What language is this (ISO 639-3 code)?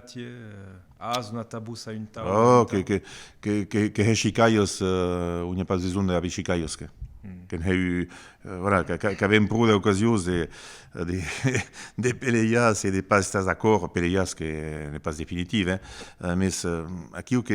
oci